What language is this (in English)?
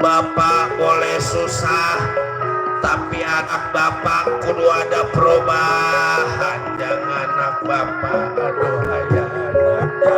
Betawi